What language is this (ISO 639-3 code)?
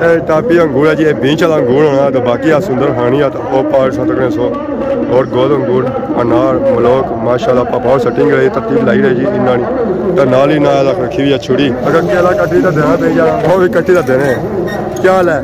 phr